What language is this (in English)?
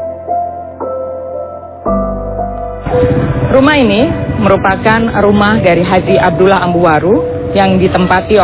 Indonesian